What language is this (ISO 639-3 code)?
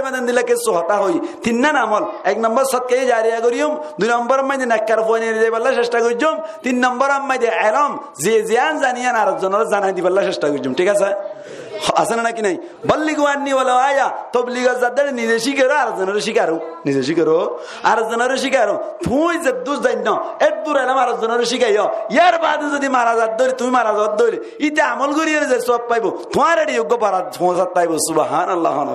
rhg